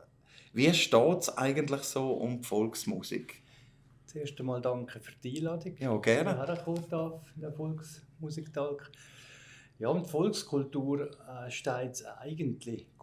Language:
Swiss German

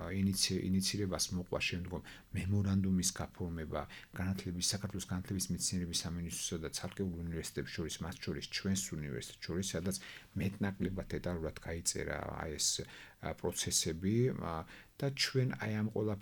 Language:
Georgian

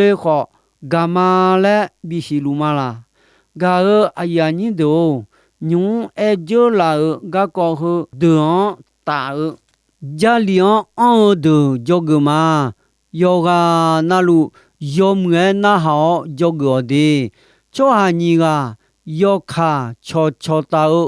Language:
Akha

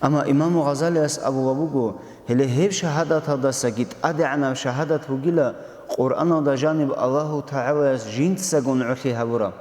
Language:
Avaric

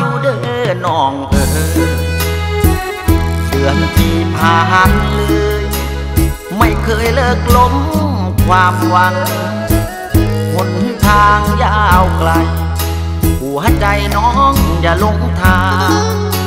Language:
Thai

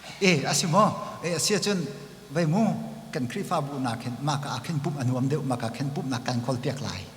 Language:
Hakha Chin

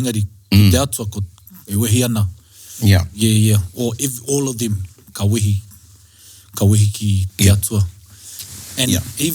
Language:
Māori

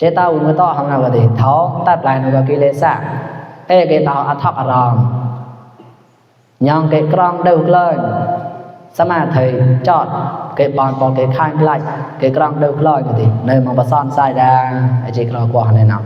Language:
Mon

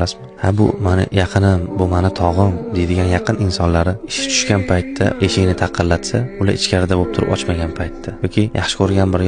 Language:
Uzbek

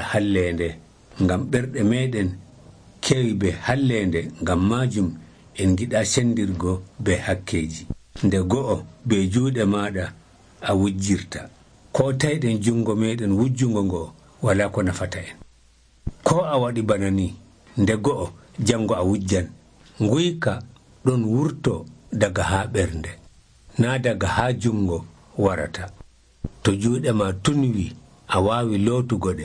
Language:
Nigerian Fulfulde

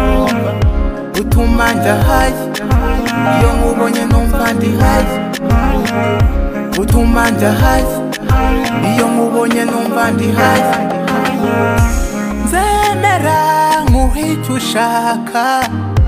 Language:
Kinyarwanda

